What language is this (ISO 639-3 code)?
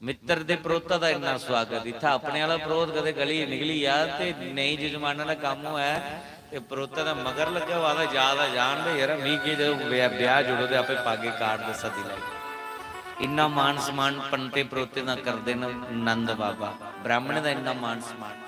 doi